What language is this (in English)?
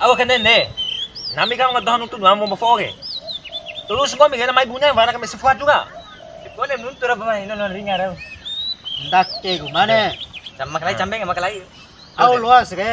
Bima